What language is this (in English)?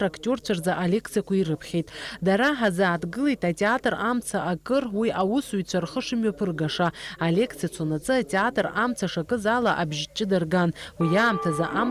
Abkhazian